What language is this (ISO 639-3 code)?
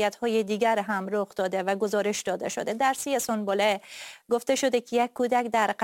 fas